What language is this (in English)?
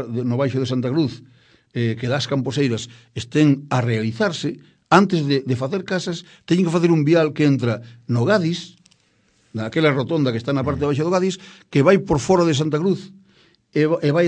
Galician